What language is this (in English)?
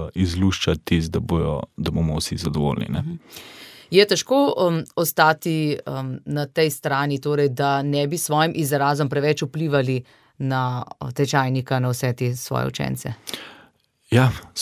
Slovenian